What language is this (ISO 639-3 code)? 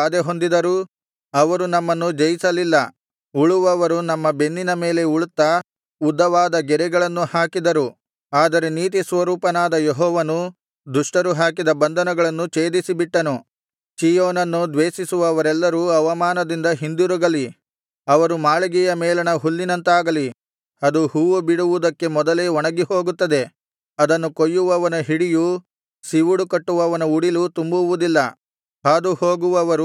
kan